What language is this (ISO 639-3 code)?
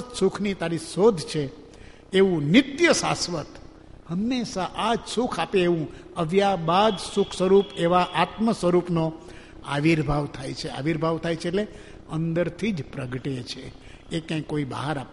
guj